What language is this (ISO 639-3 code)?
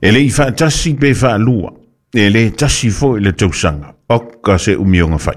smo